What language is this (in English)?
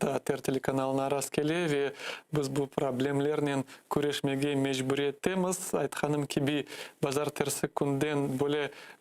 Crimean Tatar